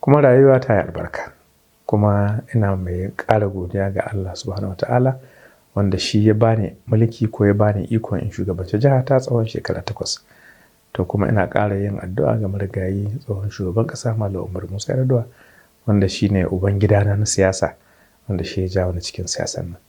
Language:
Hausa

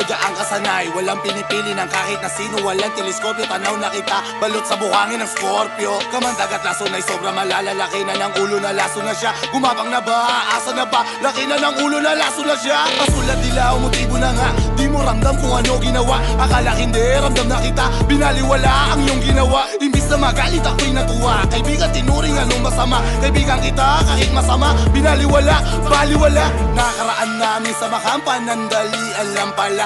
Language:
Filipino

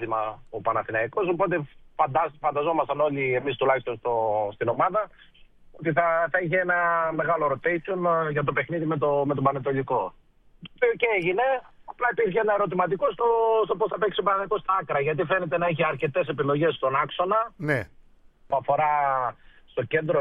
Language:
Greek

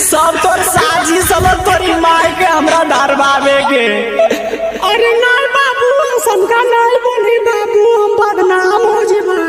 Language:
Magahi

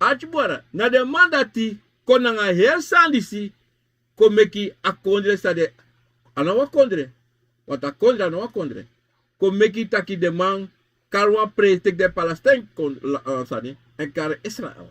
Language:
Sranan Tongo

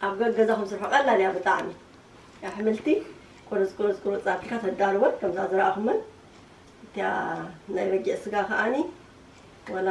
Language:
Tigrinya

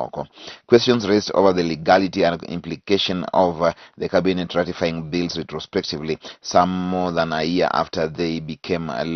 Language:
Luo (Kenya and Tanzania)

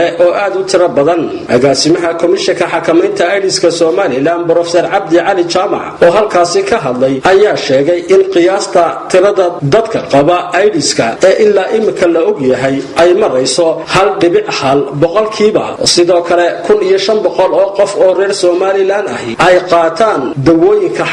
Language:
Somali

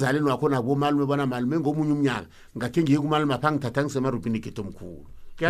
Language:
South Ndebele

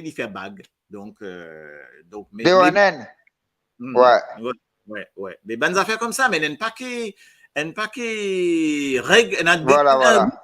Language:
Morisyen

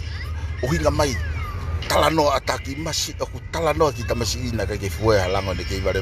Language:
Tongan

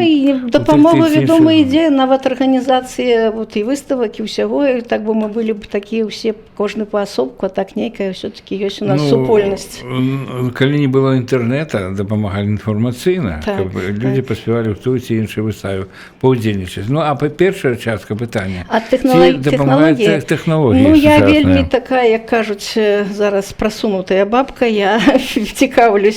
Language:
Belarusian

